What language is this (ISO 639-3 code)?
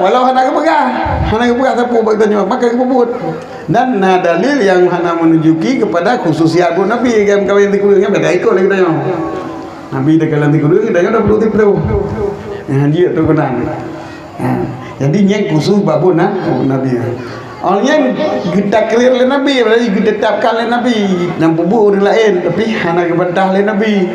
ace